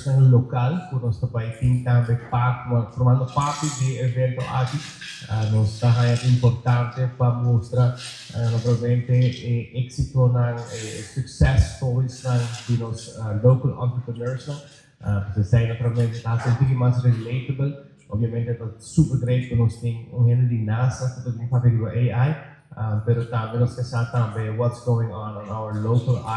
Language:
Papiamento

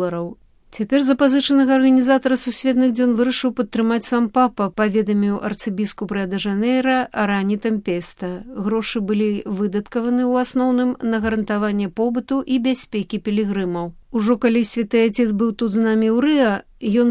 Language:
Belarusian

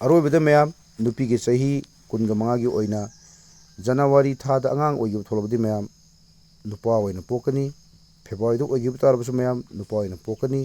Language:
Manipuri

